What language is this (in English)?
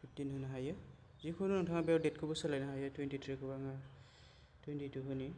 Bodo